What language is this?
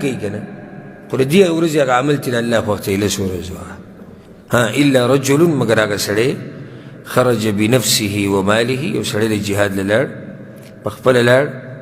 Pashto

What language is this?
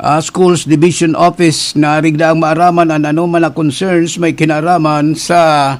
Bikol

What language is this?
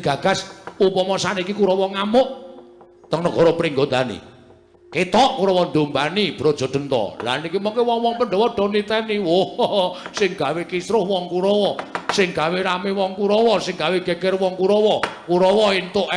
Javanese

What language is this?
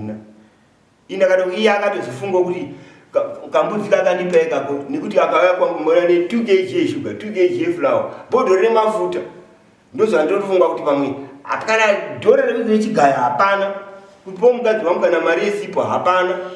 Shona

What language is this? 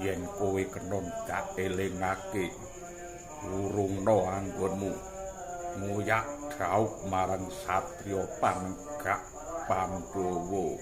Javanese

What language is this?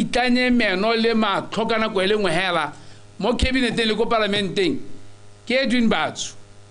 Tswana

